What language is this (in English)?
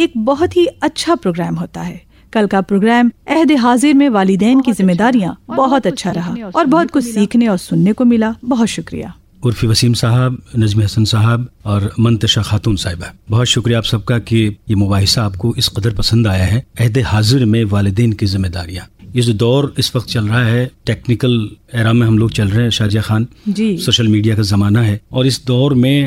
Urdu